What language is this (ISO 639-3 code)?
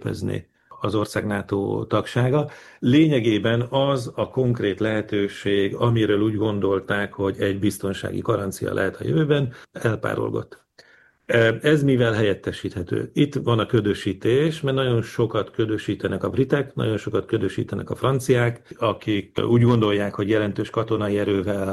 hun